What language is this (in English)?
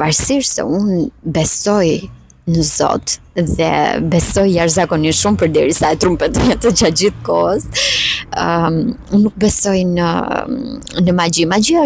Albanian